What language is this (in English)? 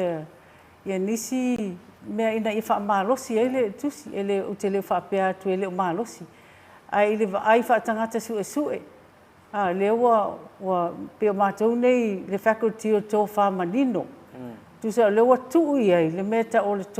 Samoan